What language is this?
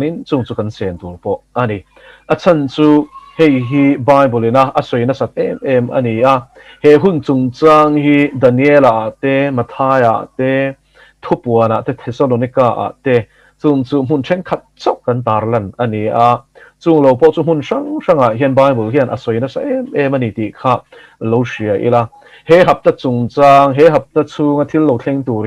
Mizo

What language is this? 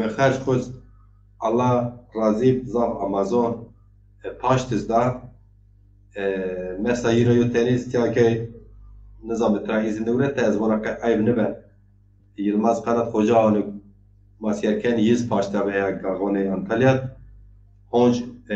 Zaza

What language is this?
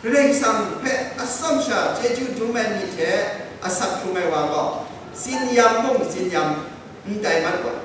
Kachin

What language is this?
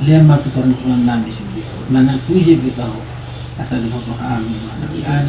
Batak Toba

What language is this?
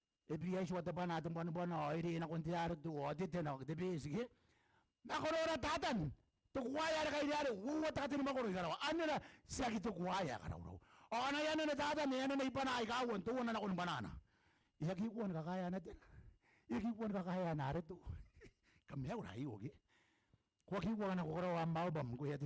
Gilbertese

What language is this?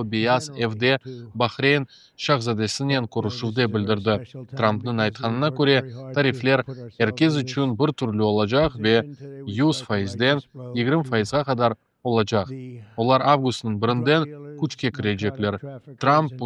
Crimean Tatar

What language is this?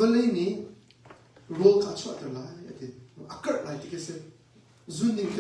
Hakha Chin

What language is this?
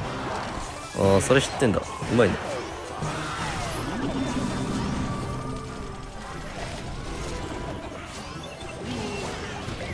Japanese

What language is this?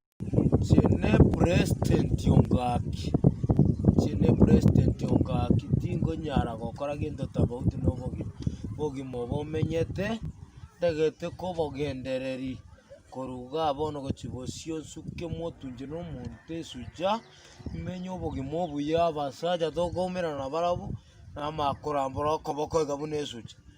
Gusii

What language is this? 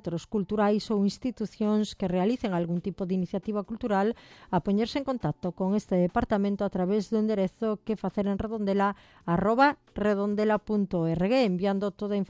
Galician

